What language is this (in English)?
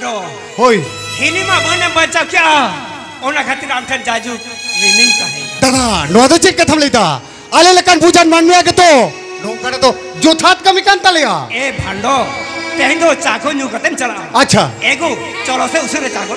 Santali